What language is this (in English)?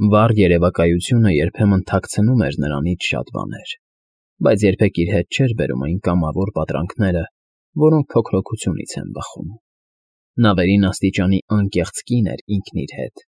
Armenian